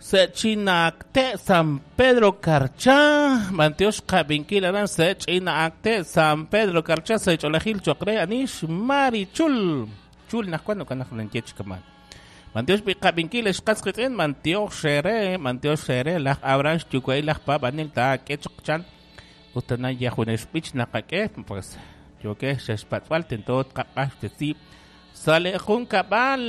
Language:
Kekchí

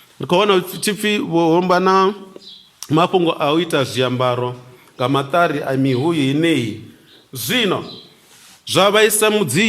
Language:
Venda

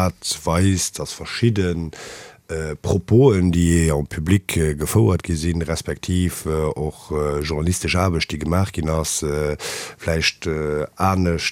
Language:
Luxembourgish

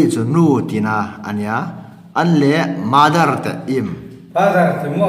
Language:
Hmar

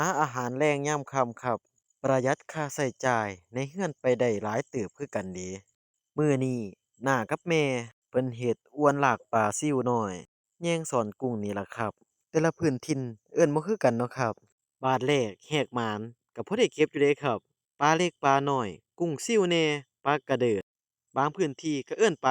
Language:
Northeastern Thai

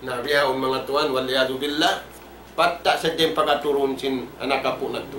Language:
Tausug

